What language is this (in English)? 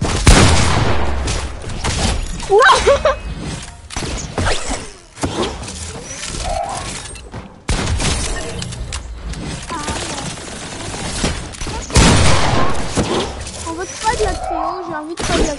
French